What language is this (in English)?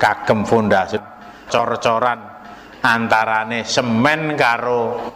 Javanese